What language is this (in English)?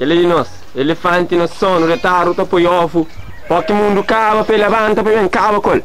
Kabuverdianu